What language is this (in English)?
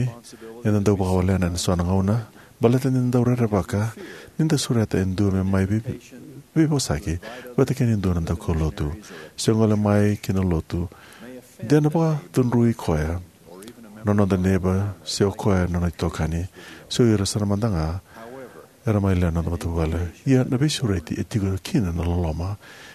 Fijian